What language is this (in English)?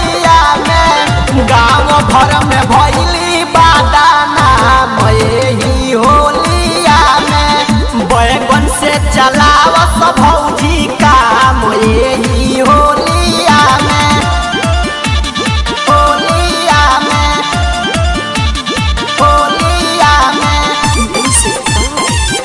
Bhojpuri